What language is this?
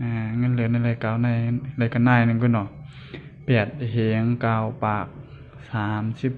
Shan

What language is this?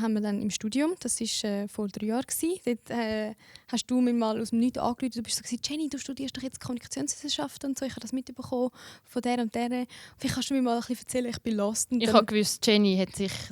Swiss German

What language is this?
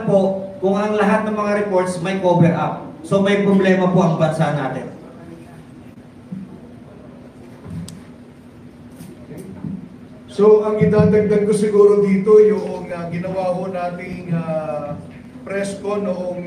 Filipino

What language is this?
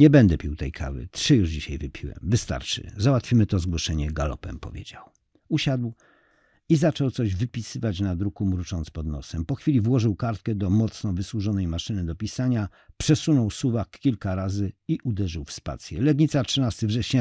Polish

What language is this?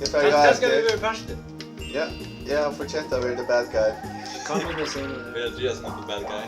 Faroese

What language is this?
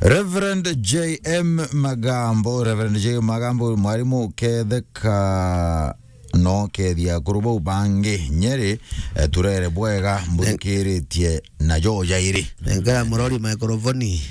Meru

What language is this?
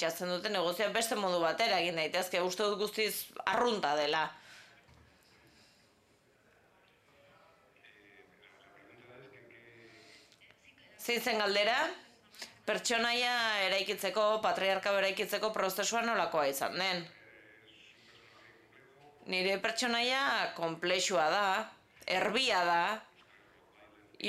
Basque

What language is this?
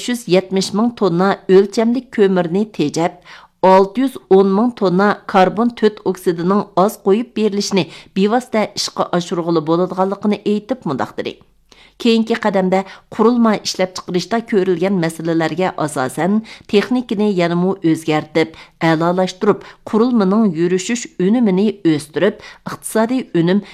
Uyghur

